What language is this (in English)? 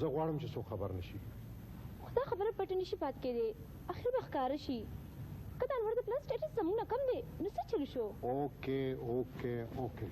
Pashto